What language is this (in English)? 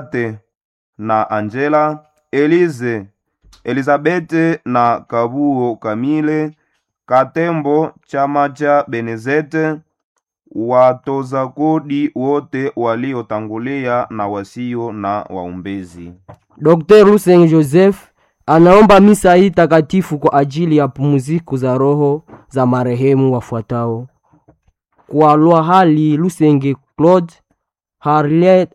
Swahili